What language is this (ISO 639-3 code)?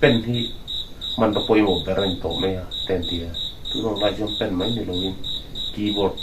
lus